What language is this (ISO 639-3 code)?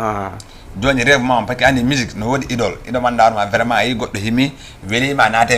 ful